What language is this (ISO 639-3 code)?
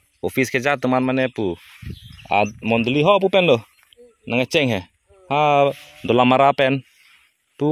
mjw